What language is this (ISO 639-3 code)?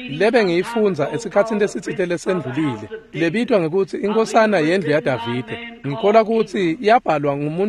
ssw